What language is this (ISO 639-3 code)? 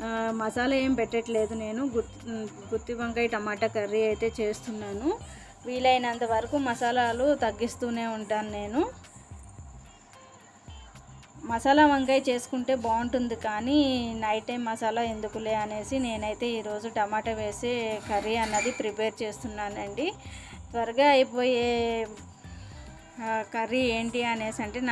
tel